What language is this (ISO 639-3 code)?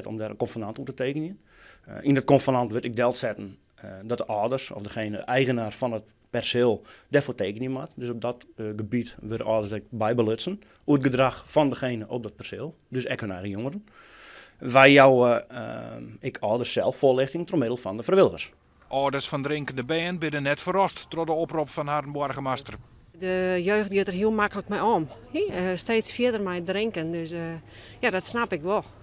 fry